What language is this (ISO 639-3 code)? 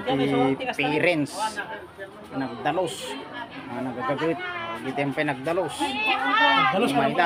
ilo